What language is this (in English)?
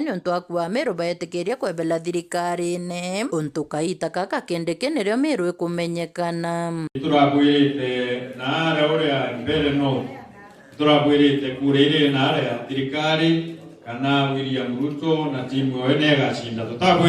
Meru